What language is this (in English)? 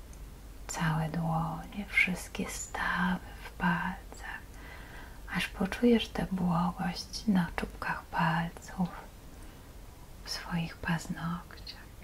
Polish